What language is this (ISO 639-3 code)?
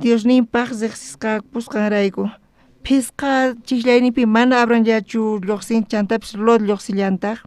quh